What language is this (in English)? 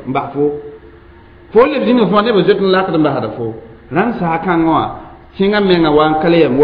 Mossi